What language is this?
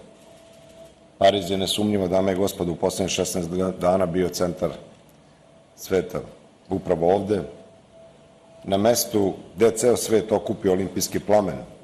Serbian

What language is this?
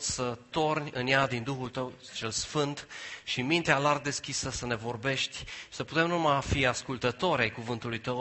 Romanian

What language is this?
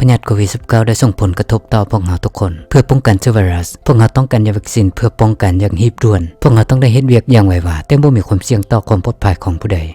Lao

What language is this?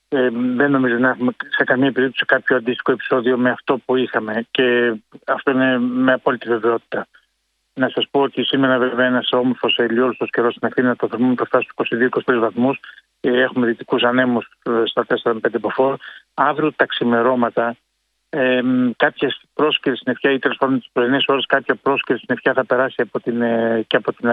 Greek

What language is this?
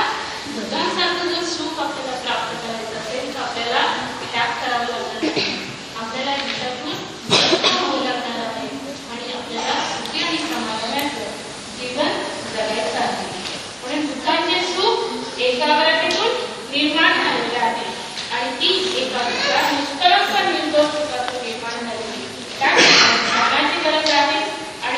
Marathi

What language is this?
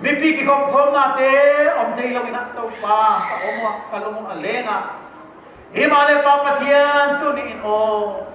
Paite Chin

